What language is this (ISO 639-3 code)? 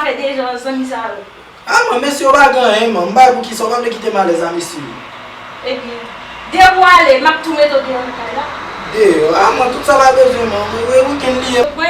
hat